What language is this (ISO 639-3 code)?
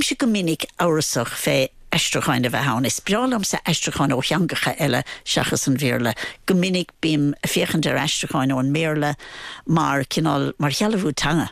gle